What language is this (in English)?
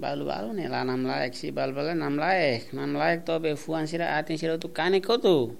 Tetum